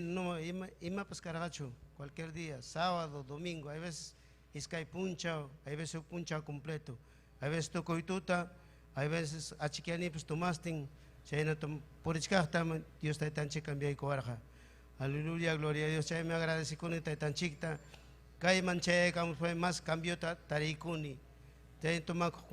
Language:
Ayacucho Quechua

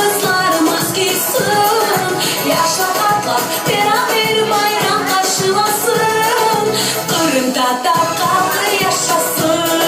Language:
Crimean Tatar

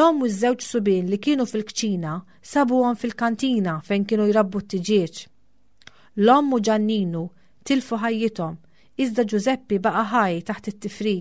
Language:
Maltese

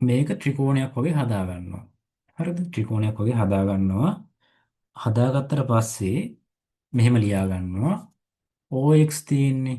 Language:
Sinhala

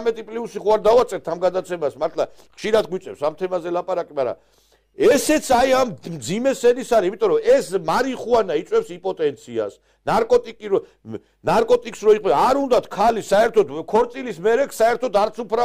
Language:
Georgian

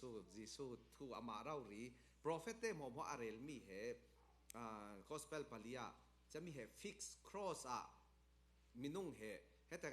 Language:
Falam Chin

